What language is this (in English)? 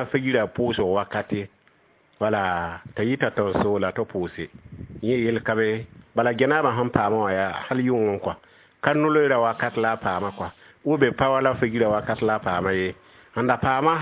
Mossi